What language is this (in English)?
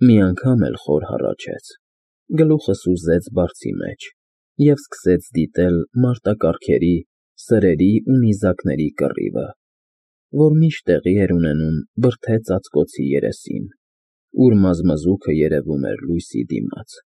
Armenian